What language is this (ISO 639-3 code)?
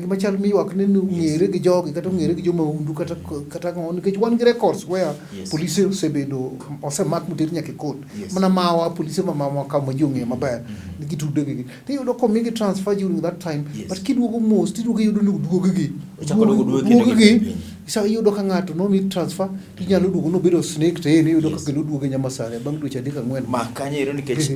luo